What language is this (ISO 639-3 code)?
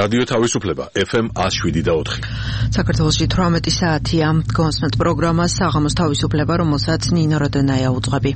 kat